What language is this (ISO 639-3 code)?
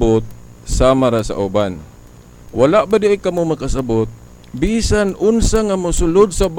ceb